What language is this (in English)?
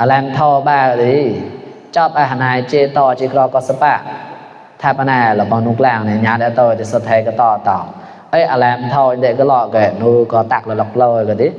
Mon